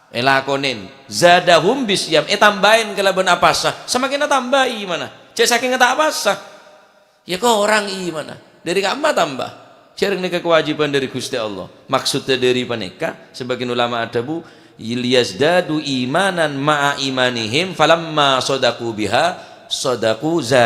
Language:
Madurese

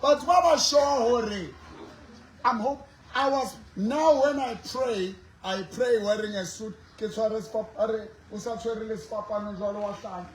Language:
Southern Sotho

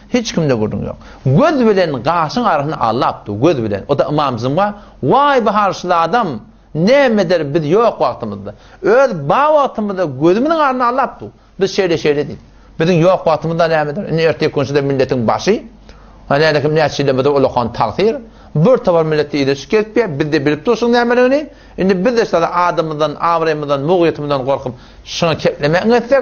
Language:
Turkmen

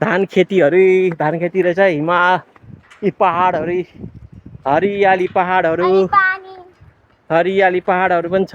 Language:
Nepali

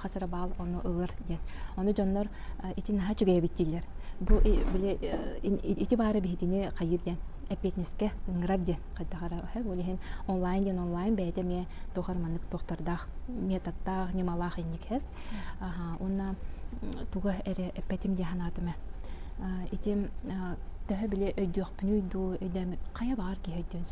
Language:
Yakut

